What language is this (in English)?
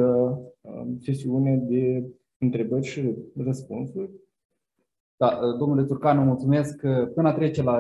Romanian